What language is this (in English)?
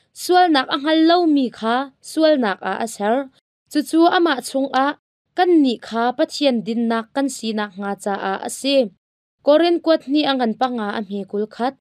Hakha Chin